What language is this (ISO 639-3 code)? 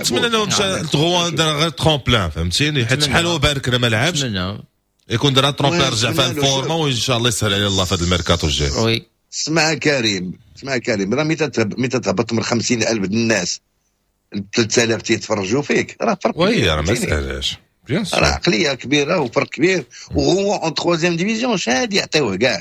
ary